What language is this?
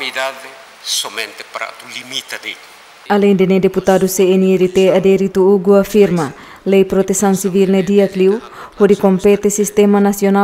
Tetum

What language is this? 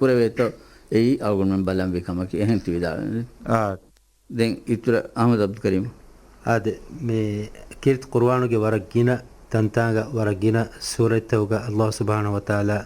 Divehi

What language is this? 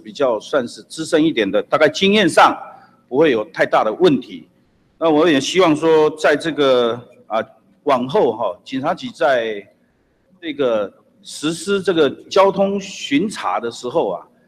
Chinese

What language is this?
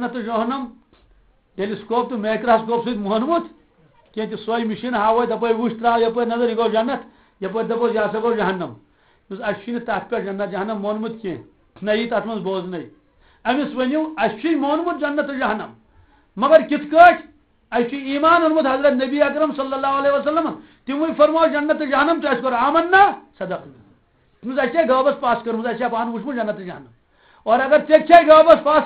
Kashmiri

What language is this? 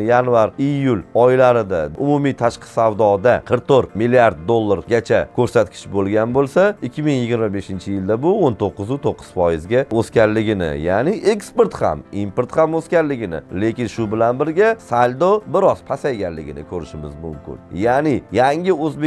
Uzbek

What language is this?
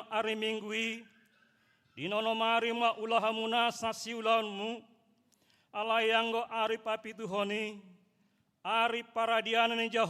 Batak Toba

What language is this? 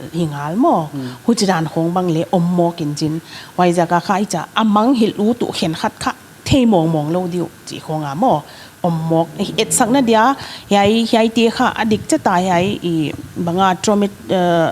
Paite Chin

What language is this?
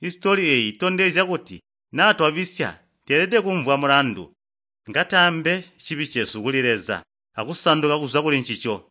Tonga (Zambia)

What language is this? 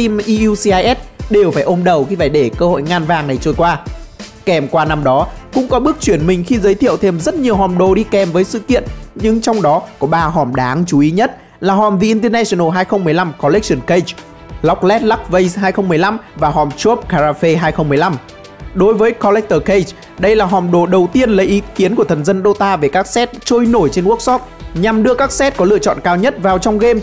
Vietnamese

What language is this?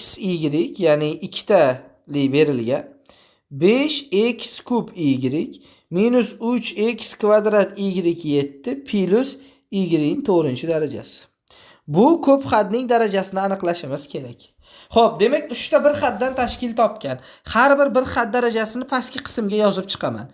Uzbek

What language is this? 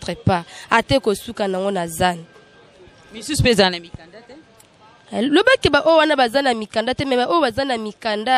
Lingala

